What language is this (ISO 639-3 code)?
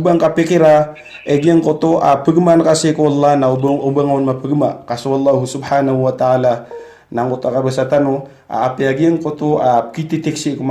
mrw